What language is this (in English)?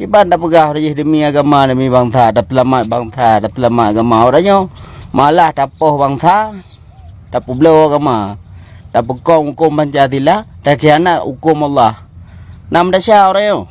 Achinese